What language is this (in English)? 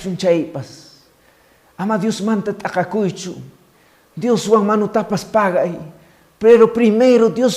Quechua